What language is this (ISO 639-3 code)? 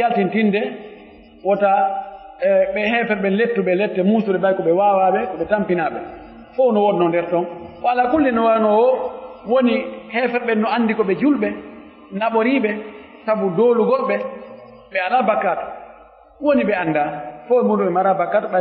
fuf